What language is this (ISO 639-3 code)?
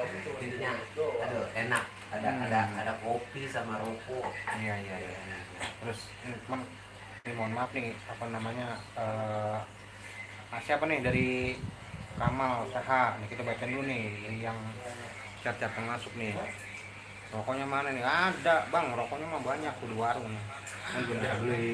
bew